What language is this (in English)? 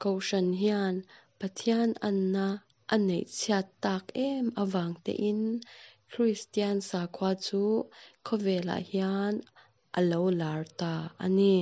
Mizo